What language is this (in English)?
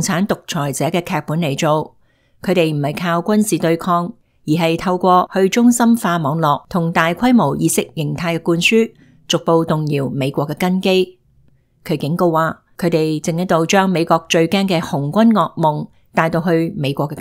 Cantonese